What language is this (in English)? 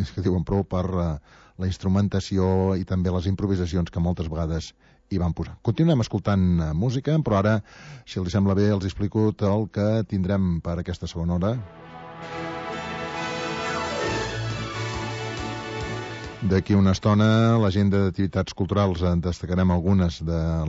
Catalan